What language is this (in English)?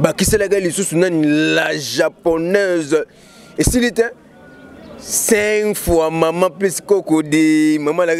Lingala